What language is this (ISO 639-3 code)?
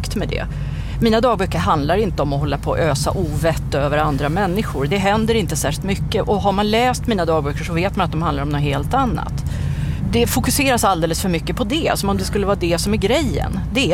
swe